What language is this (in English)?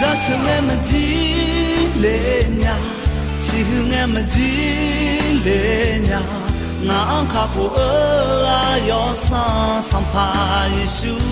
Akha